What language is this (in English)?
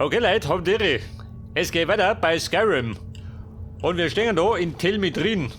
Bavarian